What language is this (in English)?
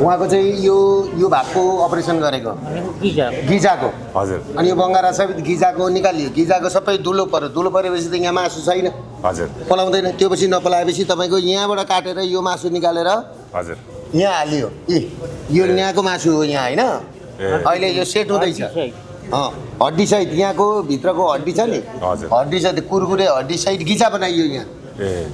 Nepali